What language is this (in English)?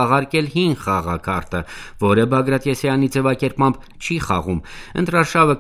Armenian